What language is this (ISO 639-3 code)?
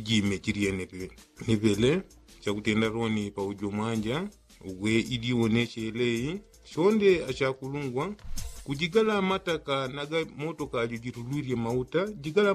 yao